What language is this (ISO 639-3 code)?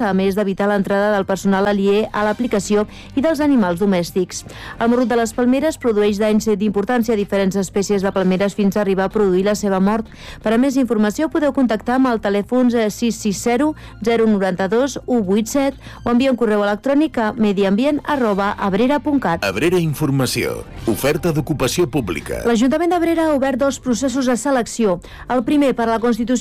cat